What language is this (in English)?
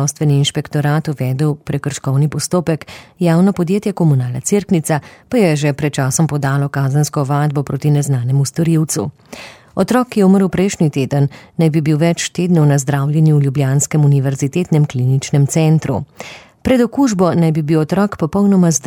Slovenian